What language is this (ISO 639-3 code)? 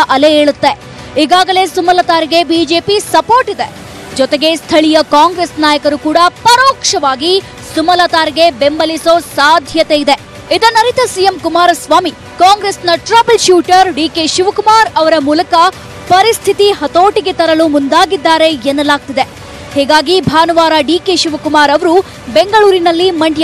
kan